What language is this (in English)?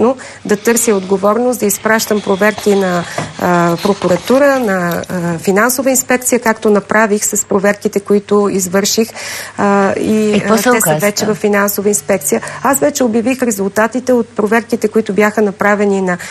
Bulgarian